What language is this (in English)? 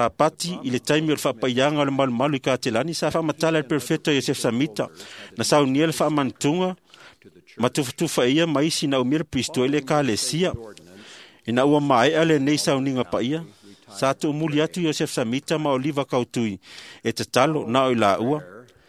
Samoan